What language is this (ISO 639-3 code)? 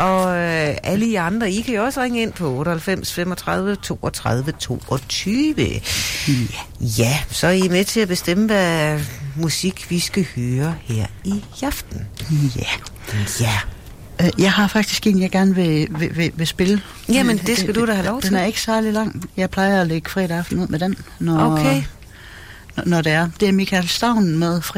dan